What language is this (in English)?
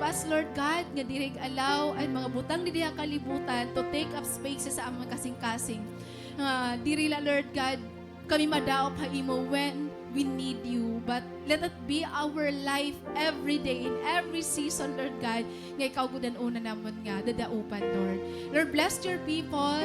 Waray